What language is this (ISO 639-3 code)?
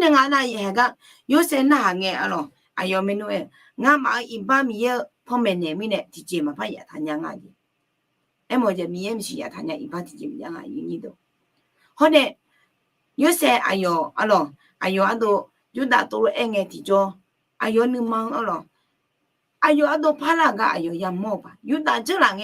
ahk